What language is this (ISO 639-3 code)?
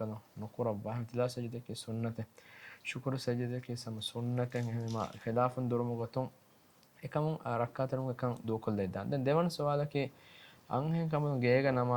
div